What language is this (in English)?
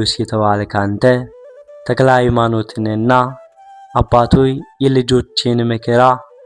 Amharic